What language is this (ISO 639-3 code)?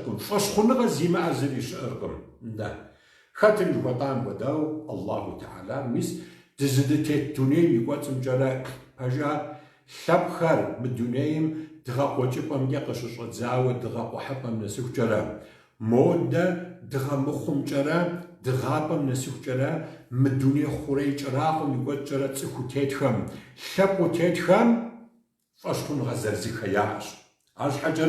kbd